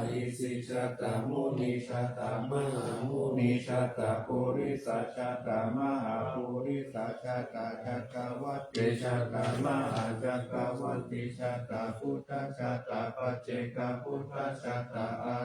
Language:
Pali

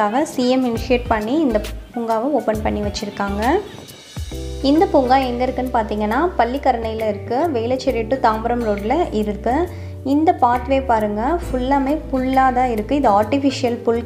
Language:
Tamil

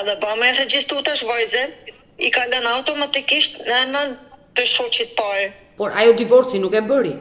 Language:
Albanian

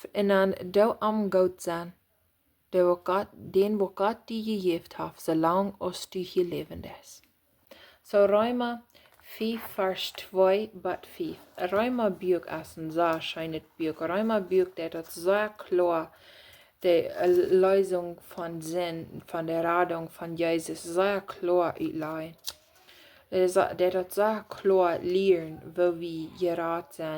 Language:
Plautdietsch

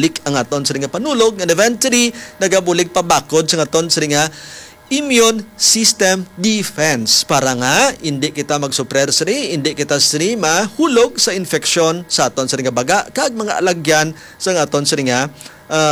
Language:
Hiligaynon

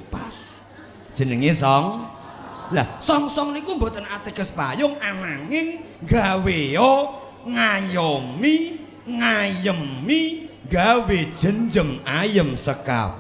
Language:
Javanese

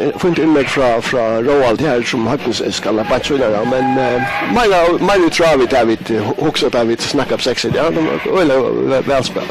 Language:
Faroese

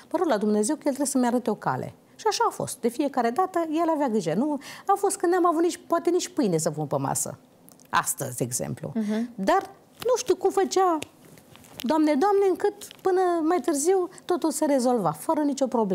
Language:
Romanian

